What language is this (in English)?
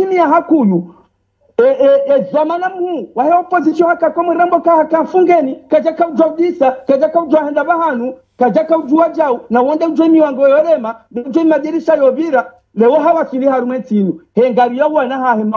Swahili